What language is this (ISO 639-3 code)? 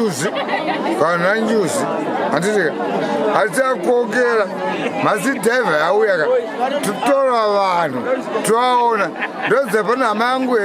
sna